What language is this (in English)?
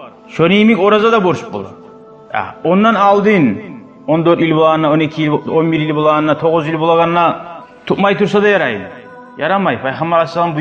Kumyk